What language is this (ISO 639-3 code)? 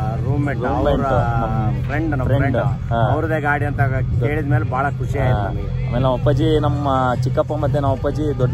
kan